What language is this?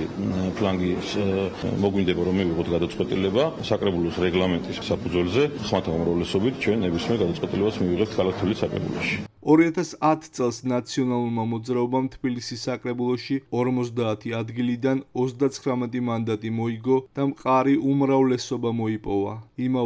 Georgian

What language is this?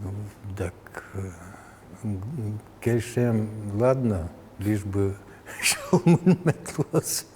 Udmurt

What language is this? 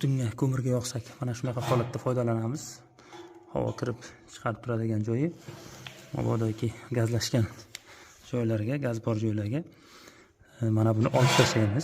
Uzbek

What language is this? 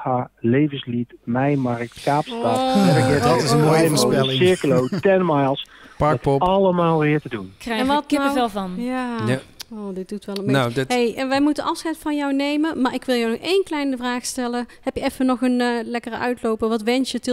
Dutch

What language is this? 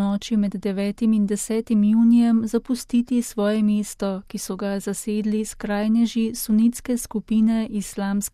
Slovenian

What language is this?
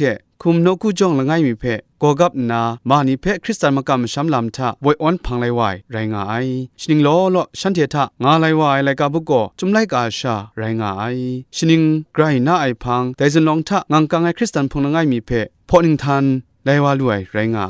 Kachin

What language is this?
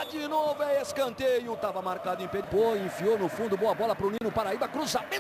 Portuguese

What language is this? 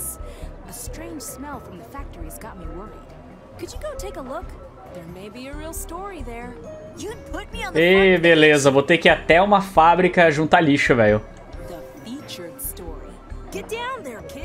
Portuguese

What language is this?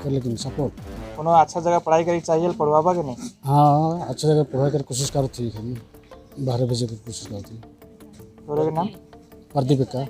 Sadri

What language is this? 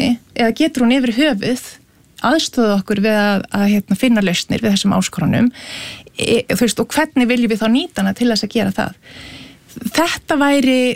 Icelandic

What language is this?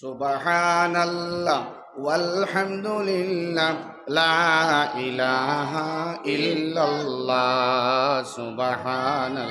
Sylheti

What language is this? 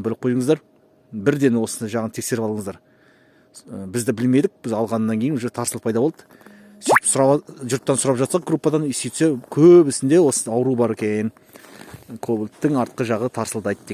Kazakh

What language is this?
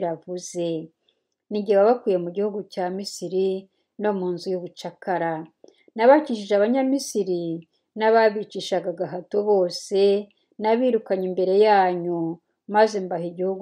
Kinyarwanda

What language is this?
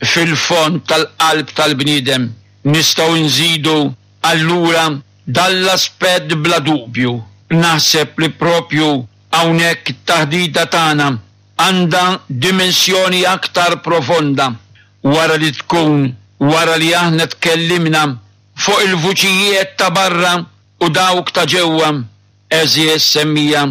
Maltese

